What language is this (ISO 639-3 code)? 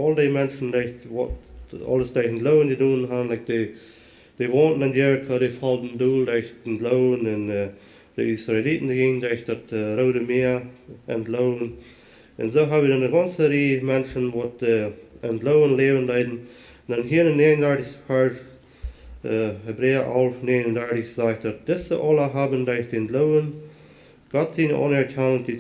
pdt